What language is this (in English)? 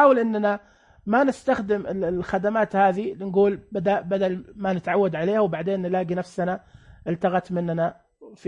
Najdi Arabic